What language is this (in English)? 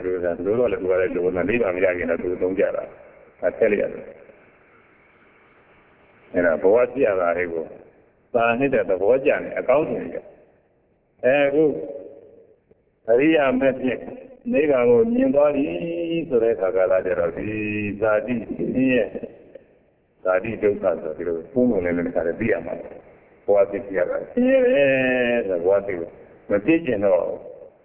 Burmese